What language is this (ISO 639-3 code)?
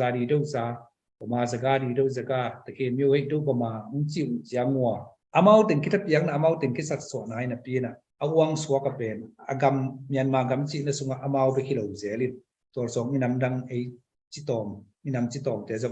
ctd